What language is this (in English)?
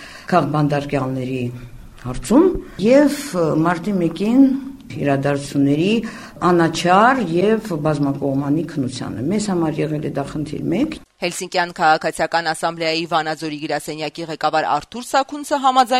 Armenian